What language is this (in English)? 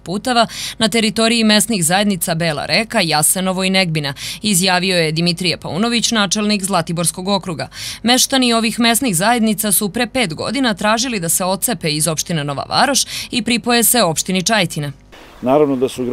Serbian